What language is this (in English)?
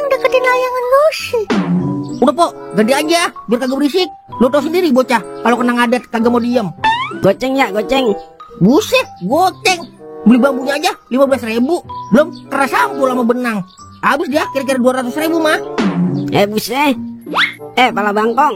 Betawi